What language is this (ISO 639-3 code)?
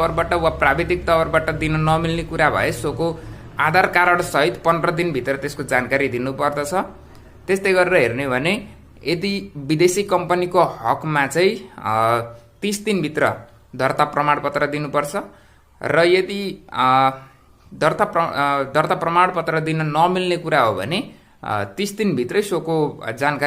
nep